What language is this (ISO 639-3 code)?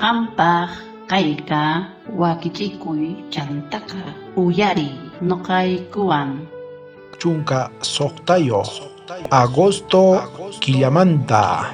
quh